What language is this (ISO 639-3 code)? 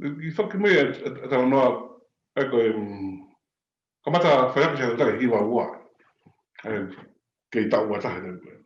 ton